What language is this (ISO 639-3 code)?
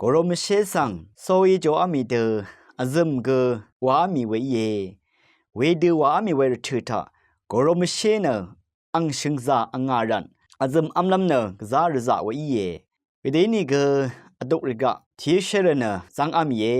raw